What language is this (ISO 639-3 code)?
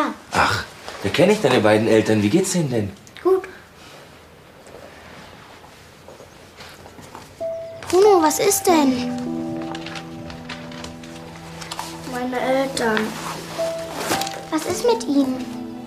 deu